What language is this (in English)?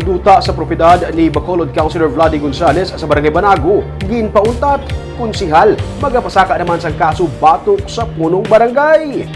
Hiligaynon